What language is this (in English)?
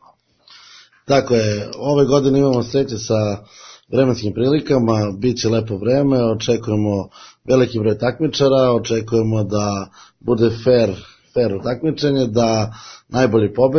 Serbian